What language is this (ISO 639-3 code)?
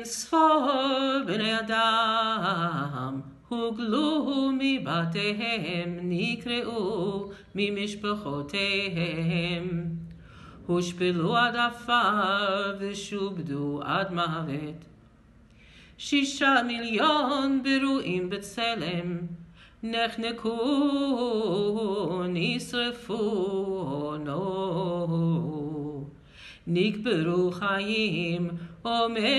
heb